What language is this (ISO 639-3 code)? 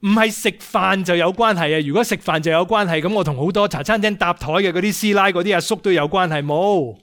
yue